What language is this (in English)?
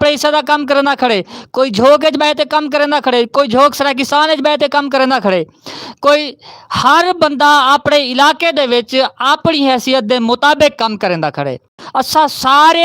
Saraiki